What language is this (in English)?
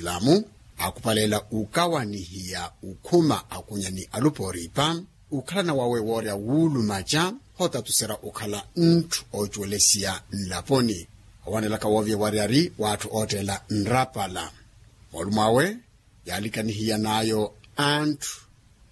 Makhuwa